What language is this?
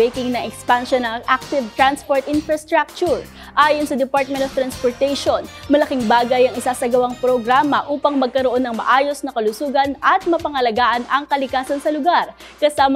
Filipino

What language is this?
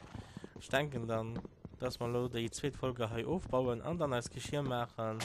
Luxembourgish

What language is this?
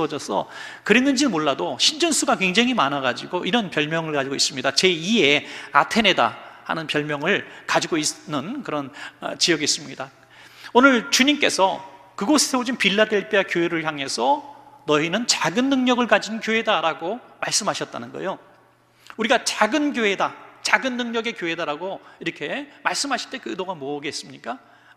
Korean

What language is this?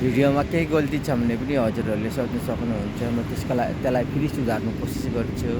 Nepali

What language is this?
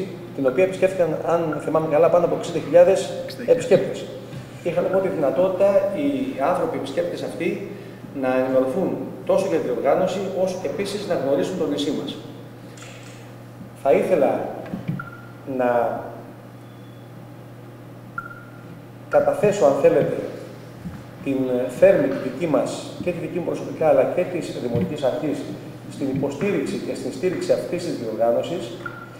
Greek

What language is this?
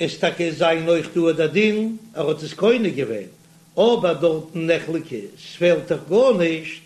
Yiddish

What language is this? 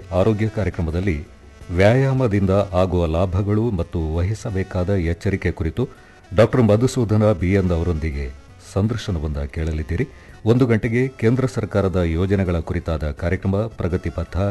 Kannada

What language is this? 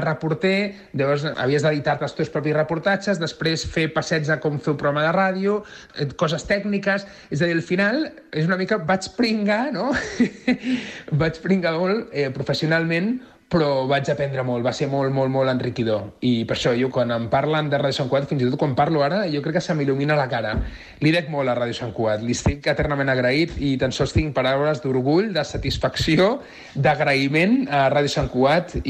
Catalan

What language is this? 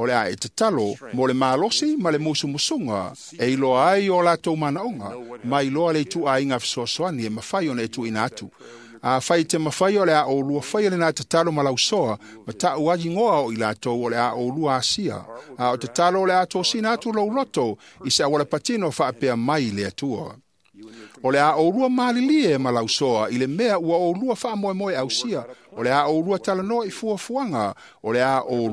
Samoan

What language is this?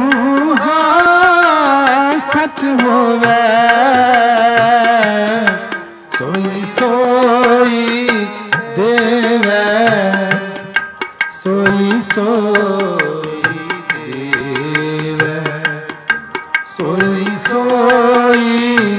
Punjabi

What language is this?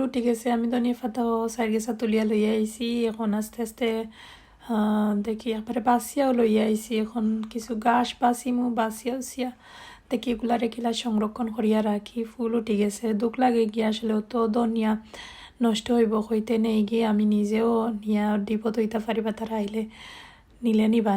Sylheti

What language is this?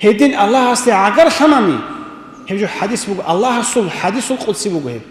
Avaric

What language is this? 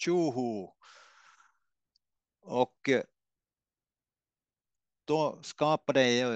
Swedish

